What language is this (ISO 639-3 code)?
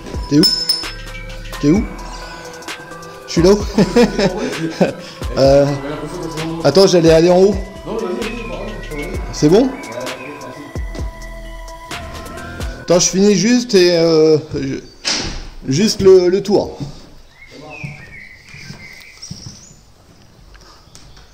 fra